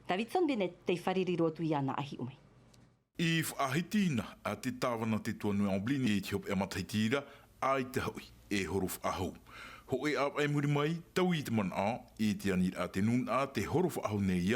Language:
Tahitian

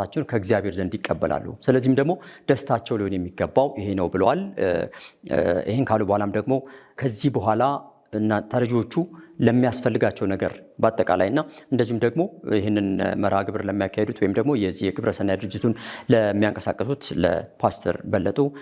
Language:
Amharic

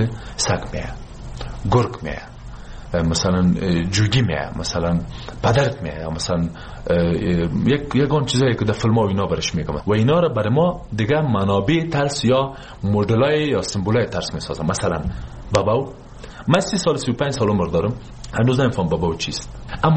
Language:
Persian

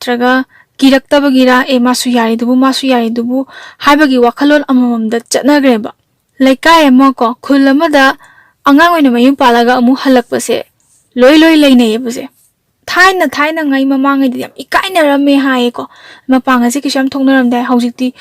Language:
Manipuri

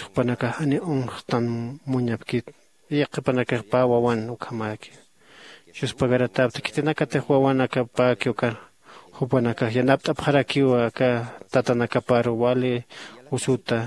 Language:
Aymara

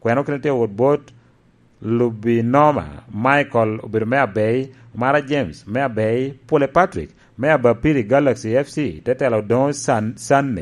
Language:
Lango (Uganda)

